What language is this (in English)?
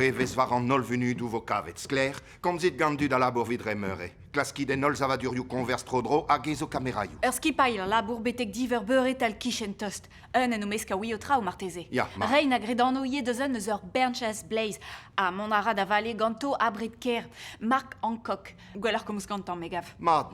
Breton